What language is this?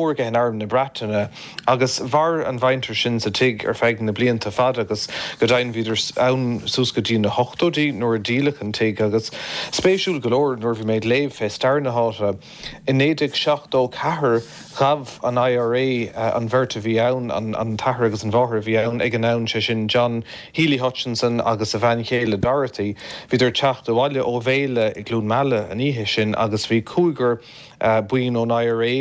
Irish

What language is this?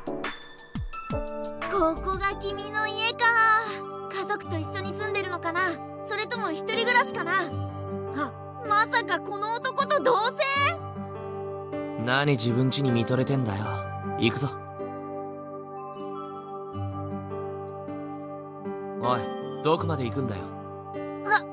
Japanese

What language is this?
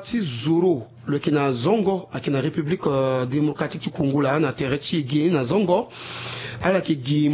Sango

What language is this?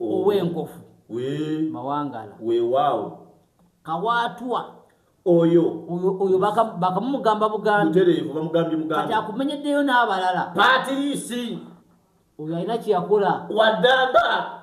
Ganda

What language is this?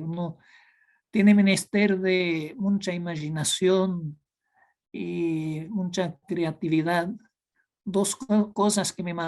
Ladino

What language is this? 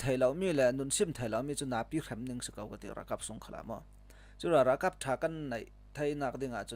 Falam Chin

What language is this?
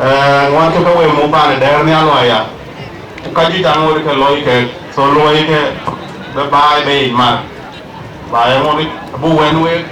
Dinka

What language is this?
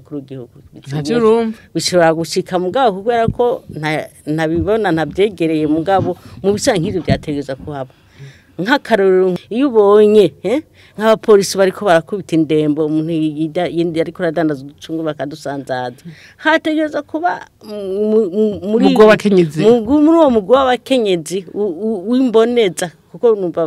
Rundi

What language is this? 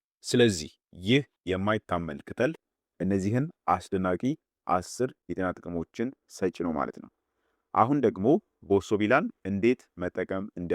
Amharic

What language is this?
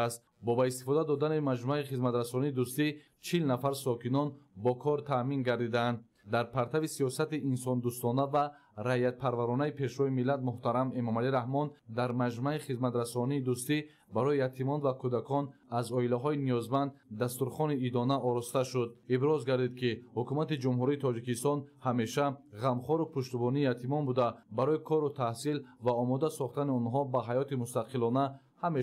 Tajik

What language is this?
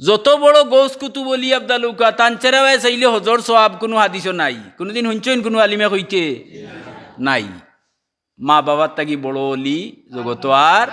Sylheti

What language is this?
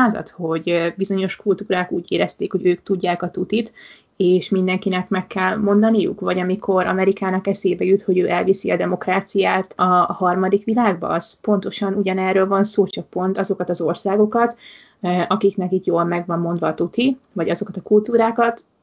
Hungarian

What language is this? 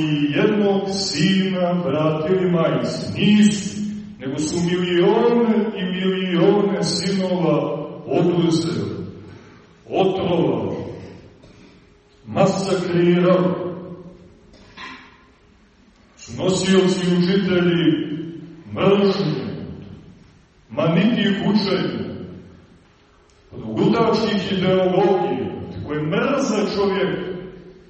Serbian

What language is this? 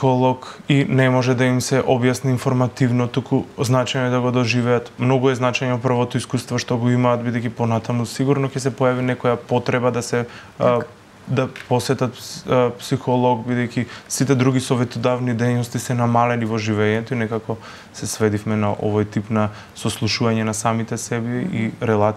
Macedonian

